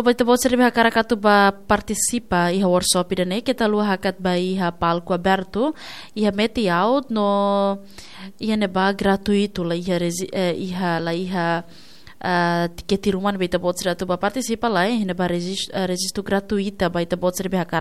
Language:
Tetum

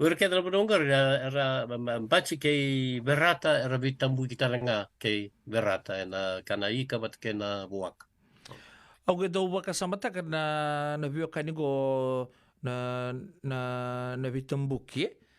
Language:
Fijian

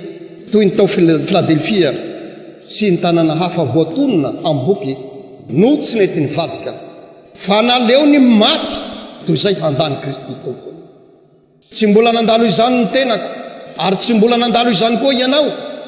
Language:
Malagasy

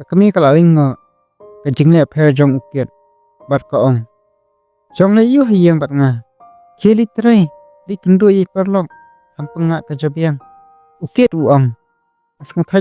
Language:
Khasi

